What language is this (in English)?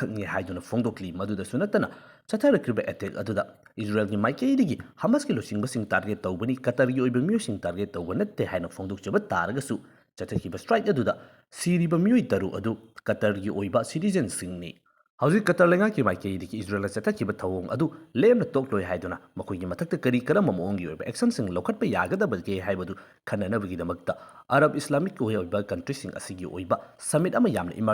Manipuri